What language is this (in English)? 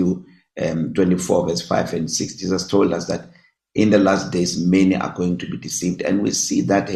English